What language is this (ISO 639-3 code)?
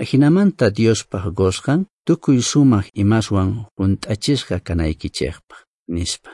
que